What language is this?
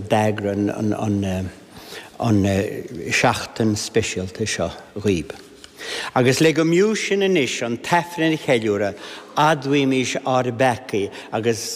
Irish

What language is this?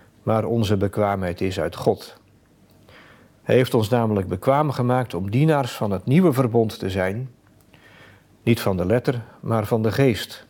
Dutch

